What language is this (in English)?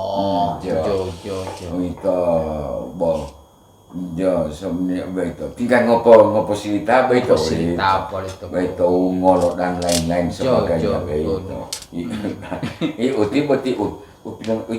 Gorontalo